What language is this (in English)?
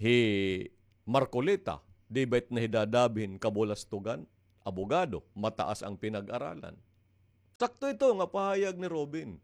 Waray